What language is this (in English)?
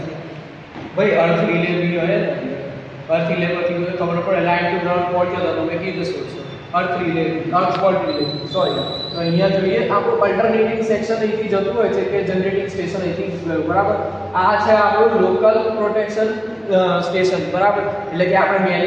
Gujarati